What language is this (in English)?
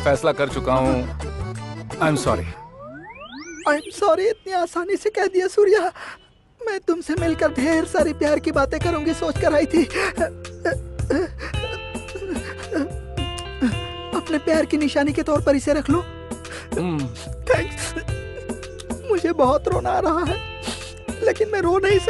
Hindi